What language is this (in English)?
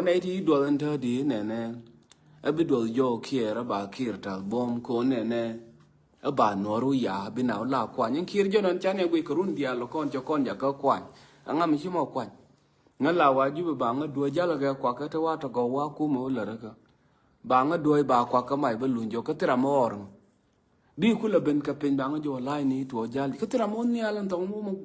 Nuer